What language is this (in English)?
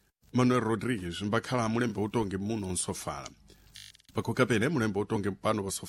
Sena